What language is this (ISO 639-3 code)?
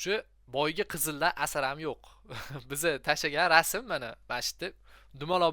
uzb